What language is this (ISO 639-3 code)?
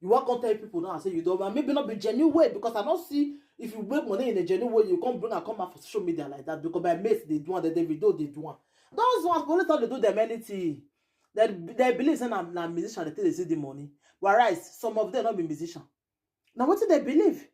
pcm